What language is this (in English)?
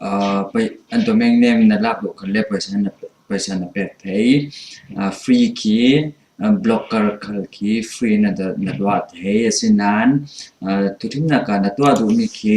Falam Chin